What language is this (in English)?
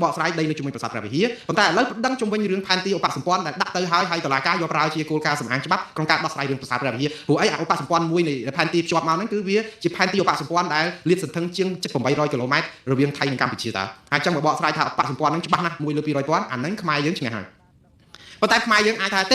Khmer